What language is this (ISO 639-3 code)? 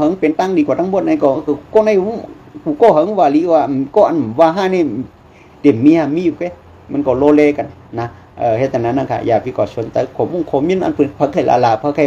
shn